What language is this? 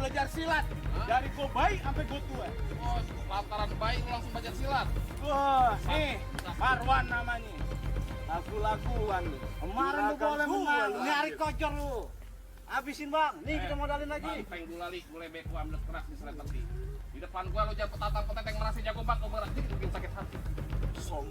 Betawi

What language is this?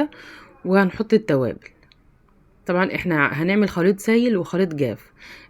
Egyptian Arabic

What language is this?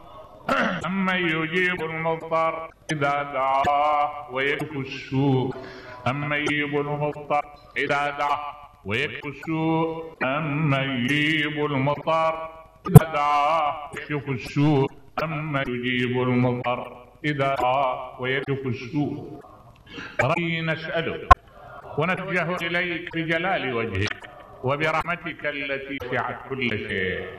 Mesopotamian Arabic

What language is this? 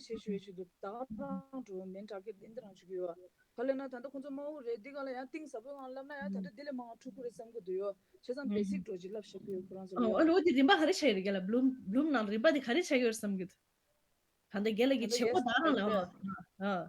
Tibetan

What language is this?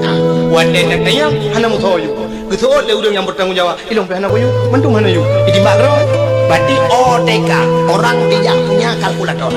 Achinese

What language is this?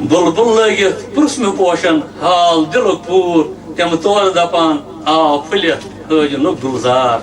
Kashmiri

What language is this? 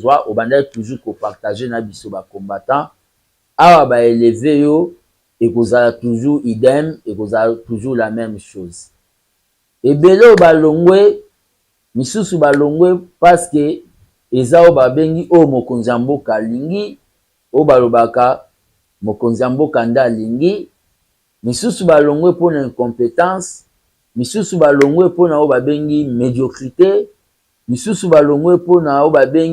Lingala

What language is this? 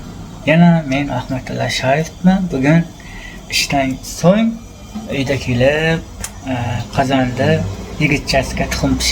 Uzbek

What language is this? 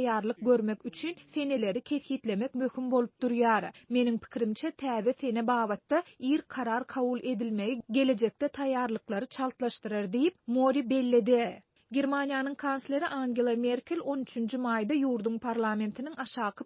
Turkmen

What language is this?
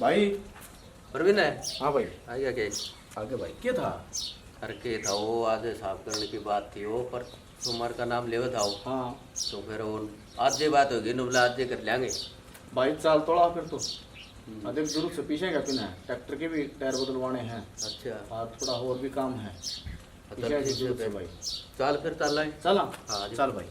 Haryanvi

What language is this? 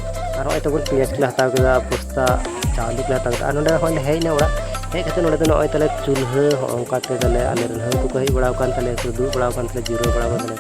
Santali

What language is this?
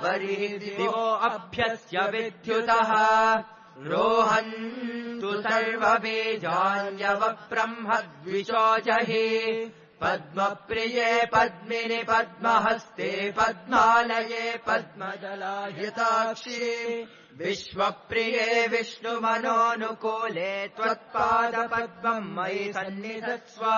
Sanskrit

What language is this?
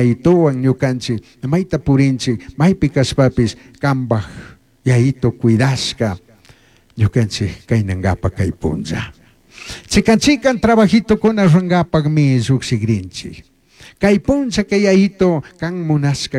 Chimborazo Highland Quichua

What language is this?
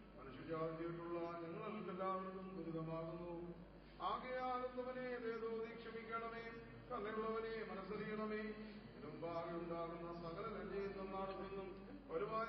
Malayalam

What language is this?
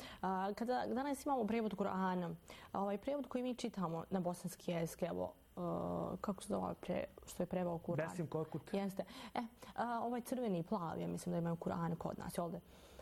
Bosnian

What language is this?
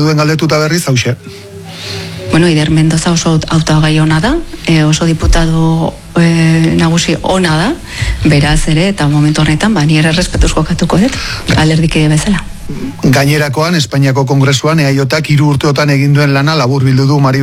Basque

